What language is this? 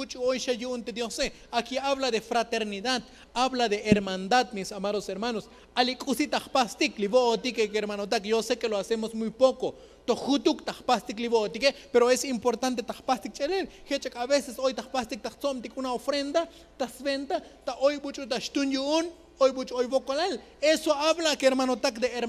Tzotzil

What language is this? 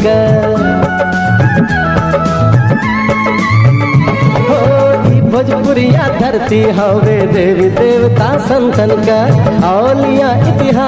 Bhojpuri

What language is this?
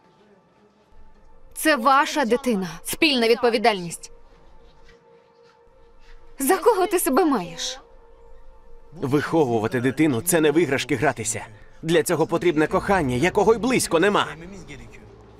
Ukrainian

